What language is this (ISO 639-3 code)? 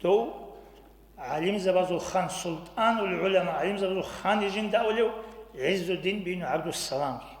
ava